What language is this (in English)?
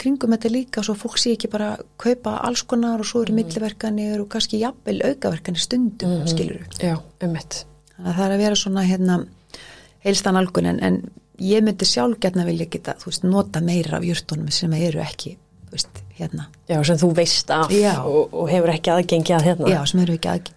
Icelandic